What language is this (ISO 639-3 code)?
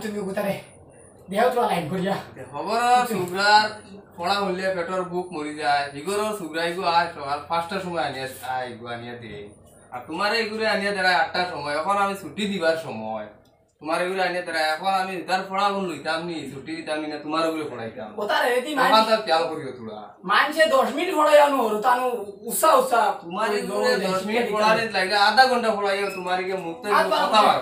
syl